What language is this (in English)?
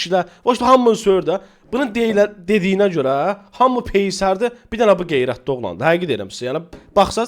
Azerbaijani